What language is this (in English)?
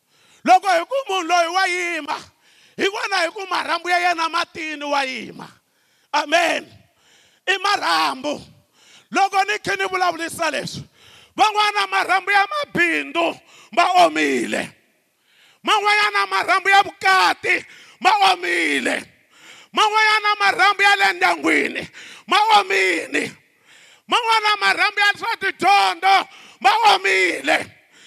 Tsonga